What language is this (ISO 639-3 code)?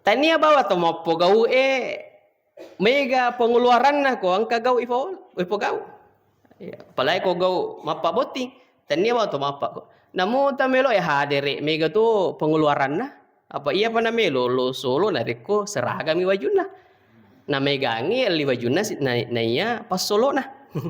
bug